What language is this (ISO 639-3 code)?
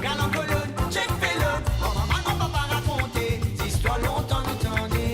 mfe